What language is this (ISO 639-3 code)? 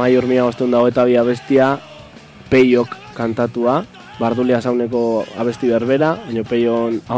eus